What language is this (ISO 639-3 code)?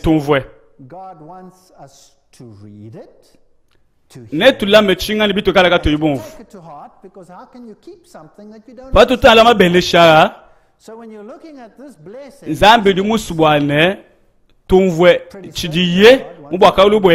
lua